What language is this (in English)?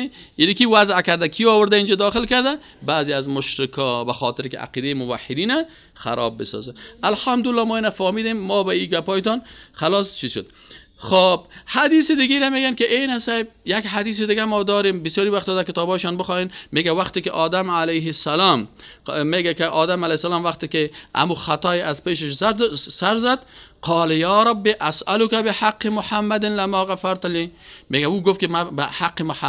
Persian